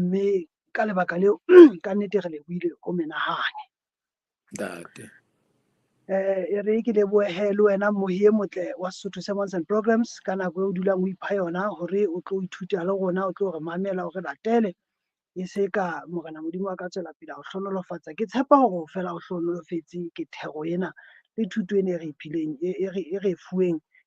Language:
Southern Sotho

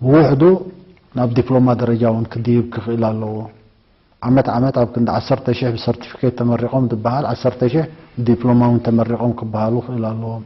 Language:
Tigrinya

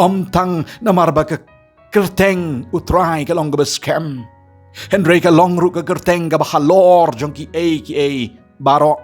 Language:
Khasi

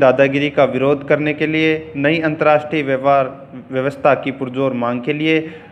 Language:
Hindi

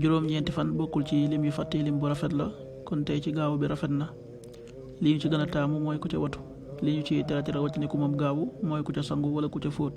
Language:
Wolof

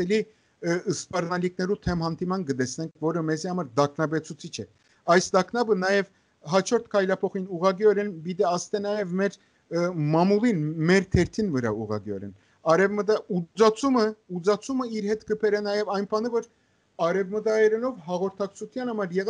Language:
Armenian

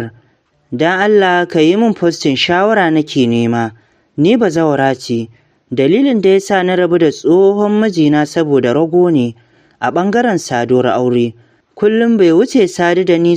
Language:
Hausa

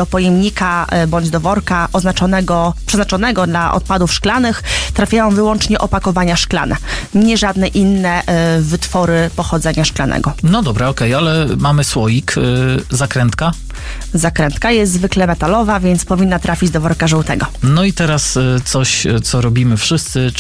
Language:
Polish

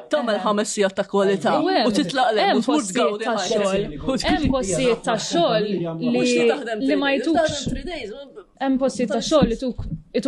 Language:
Maltese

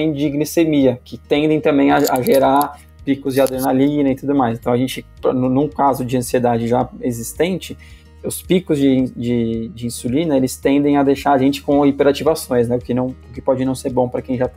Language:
Portuguese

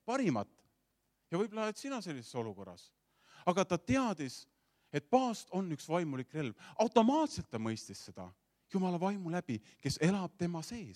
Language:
Estonian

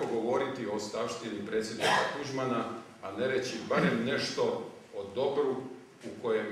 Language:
Croatian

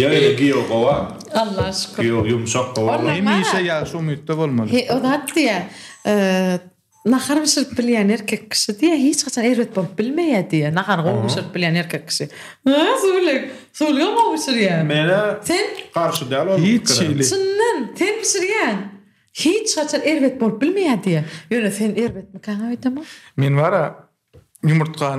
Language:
Turkmen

